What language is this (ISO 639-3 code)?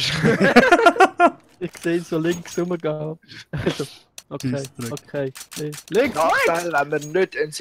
gsw